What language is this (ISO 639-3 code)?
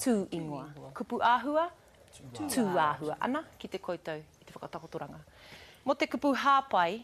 mri